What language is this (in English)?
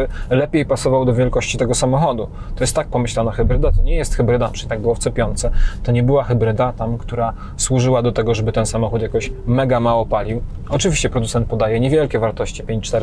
Polish